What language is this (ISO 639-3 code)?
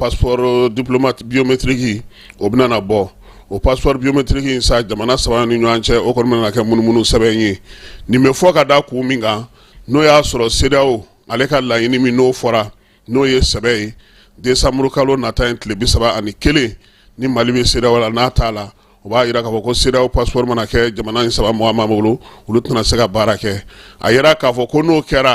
bam